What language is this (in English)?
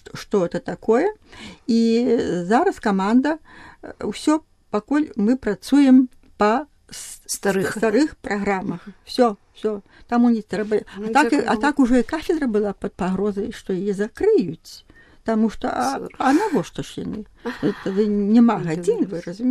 Belarusian